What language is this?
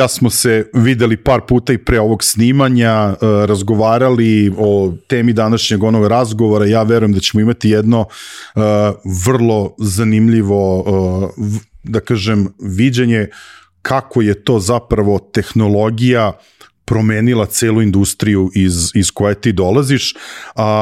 Serbian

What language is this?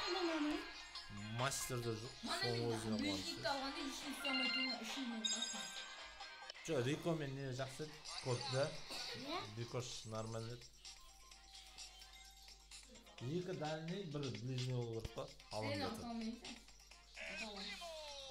Kazakh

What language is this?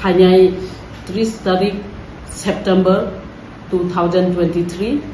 Kok Borok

